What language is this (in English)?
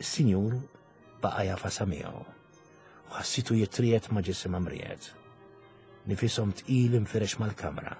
Maltese